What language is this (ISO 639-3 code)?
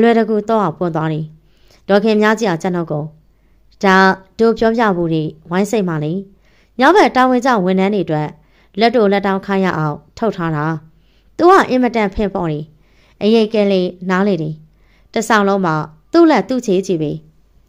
mya